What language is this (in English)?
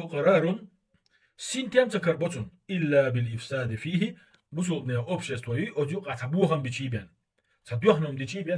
Chechen